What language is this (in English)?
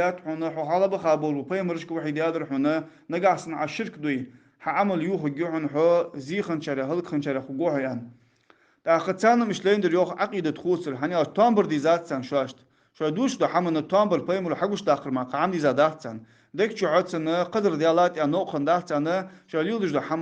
Ingush